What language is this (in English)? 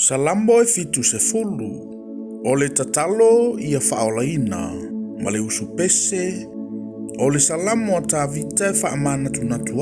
Samoan